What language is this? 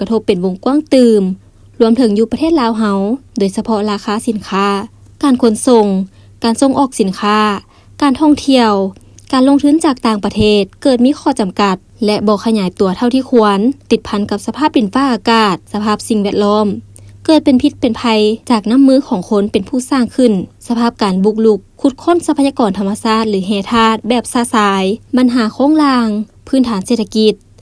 Lao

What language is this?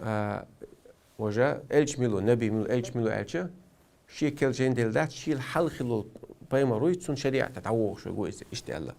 Chechen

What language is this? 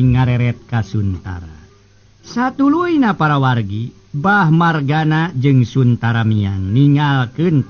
Sundanese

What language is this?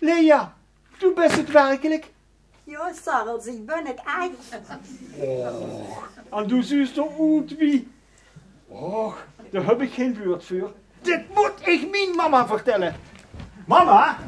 Limburgish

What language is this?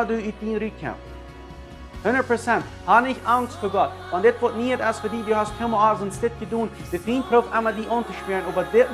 Plautdietsch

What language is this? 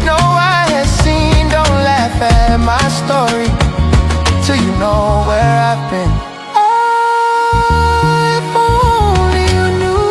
Ewe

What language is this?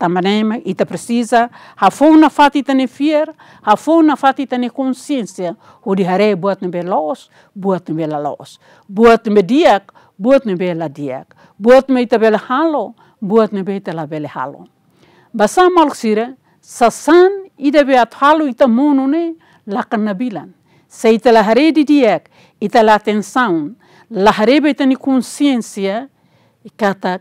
Tetum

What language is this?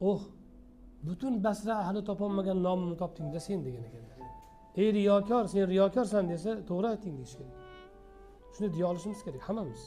Uzbek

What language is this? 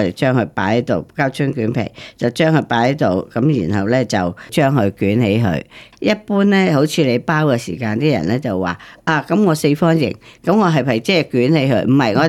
Cantonese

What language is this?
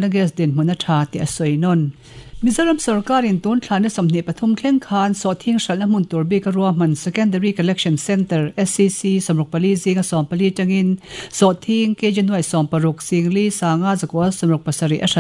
Mizo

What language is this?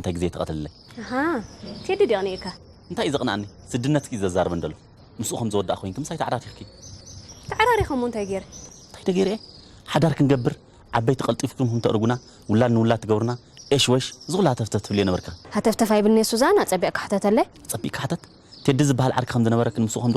Tigrinya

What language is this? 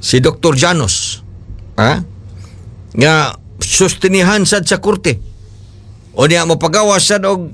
Cebuano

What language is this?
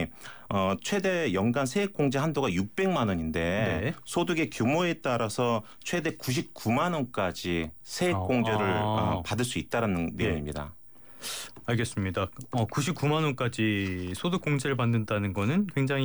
Korean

